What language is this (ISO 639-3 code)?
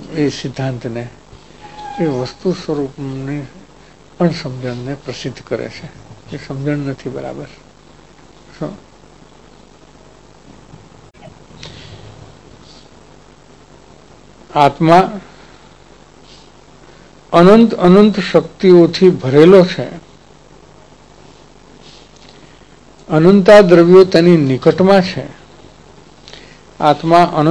guj